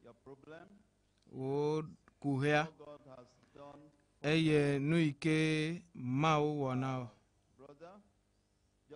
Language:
Ewe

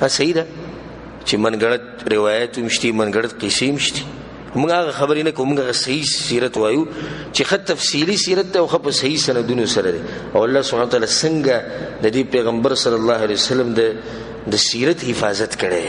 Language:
Pashto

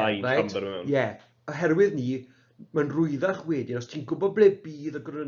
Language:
Welsh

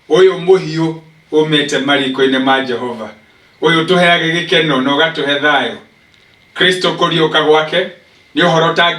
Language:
Kikuyu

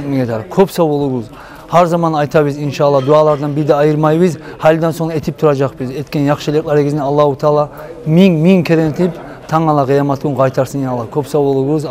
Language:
Kumyk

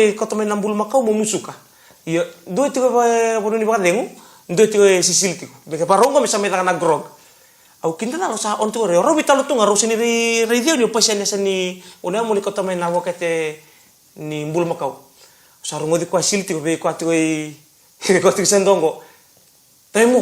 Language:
Fijian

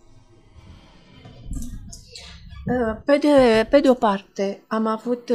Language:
Romanian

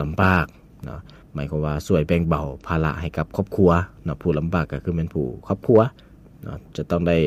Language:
Lao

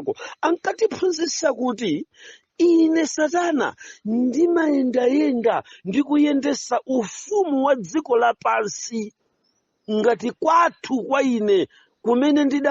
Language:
Nyanja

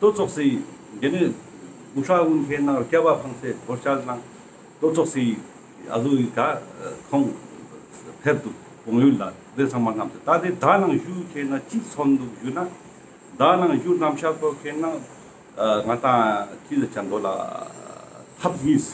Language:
Ladakhi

